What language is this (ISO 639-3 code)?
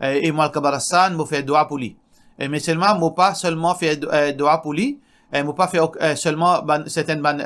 mfe